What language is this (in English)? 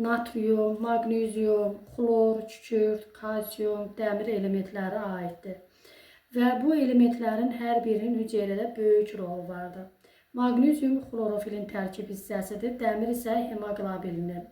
Azerbaijani